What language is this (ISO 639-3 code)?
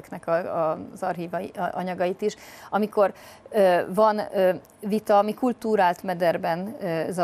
hun